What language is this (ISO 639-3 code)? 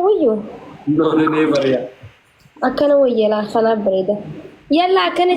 orm